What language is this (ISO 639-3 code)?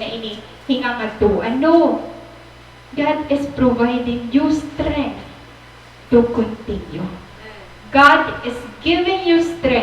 war